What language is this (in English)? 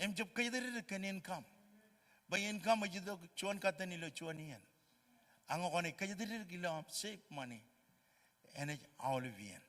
Marshallese